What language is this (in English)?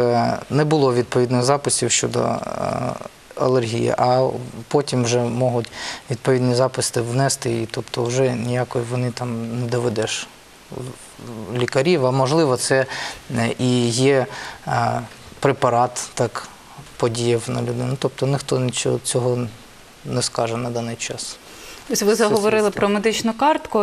Ukrainian